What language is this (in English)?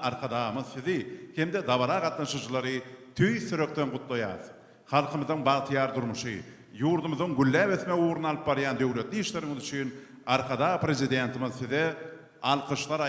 Turkmen